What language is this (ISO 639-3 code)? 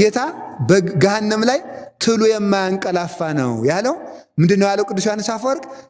amh